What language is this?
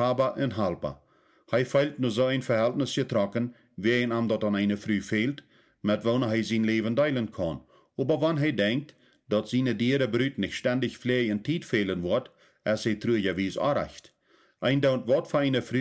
Plautdietsch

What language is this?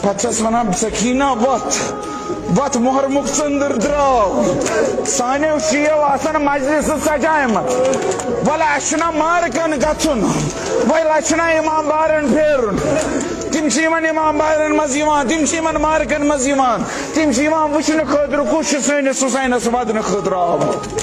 Kashmiri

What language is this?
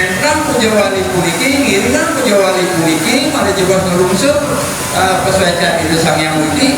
Balinese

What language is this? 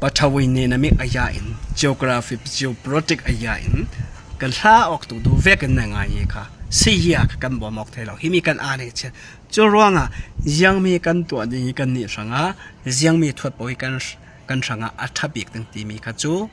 Falam Chin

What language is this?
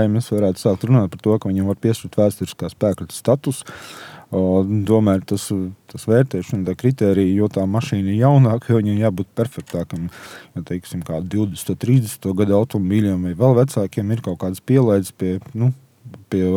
Latvian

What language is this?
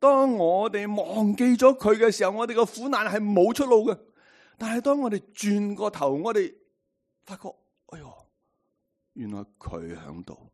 Cantonese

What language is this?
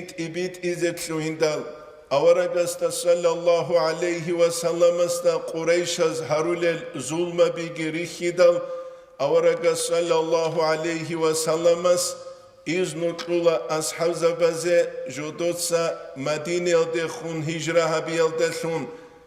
Avaric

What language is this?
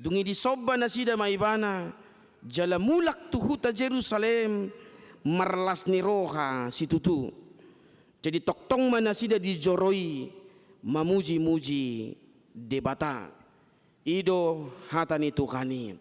Batak Toba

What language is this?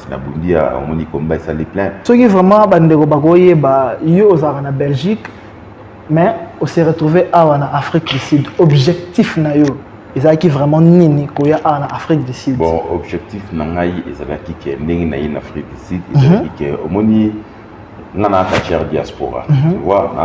Lingala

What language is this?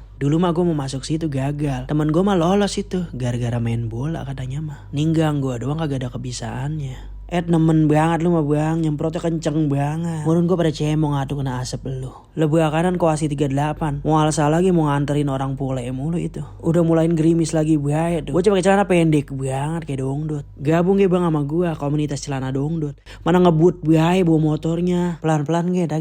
Betawi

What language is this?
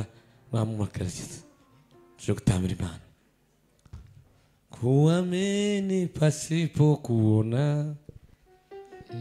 Kinyarwanda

